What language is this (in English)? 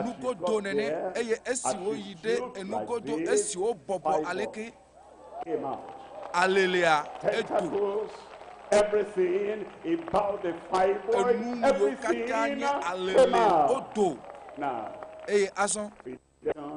Ewe